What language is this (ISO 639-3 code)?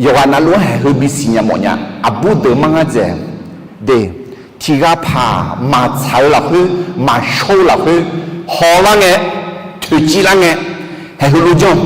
ahk